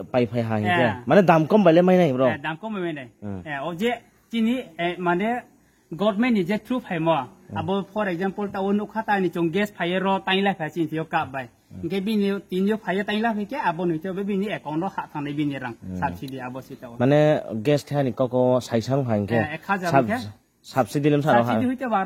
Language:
Riang (India)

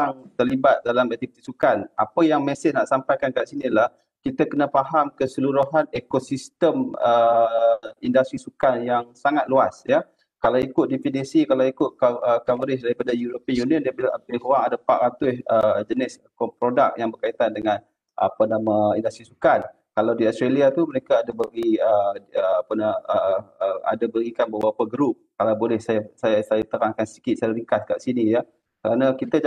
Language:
Malay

